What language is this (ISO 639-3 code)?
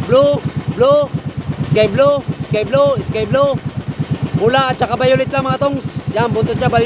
fil